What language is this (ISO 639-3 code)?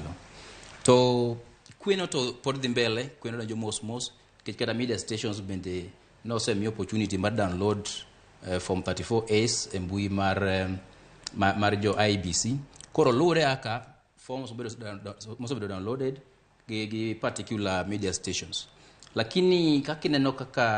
luo